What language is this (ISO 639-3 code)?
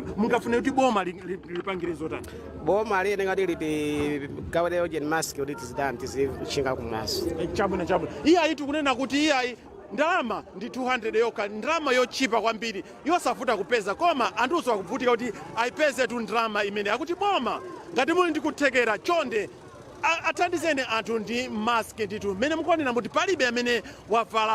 nya